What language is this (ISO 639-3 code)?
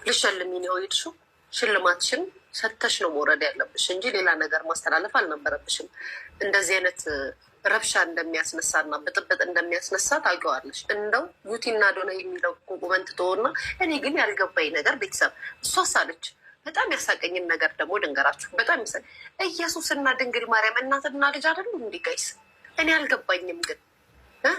amh